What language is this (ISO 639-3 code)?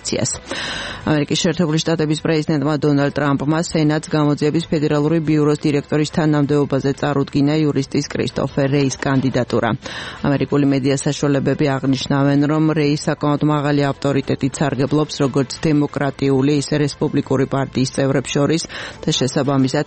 kat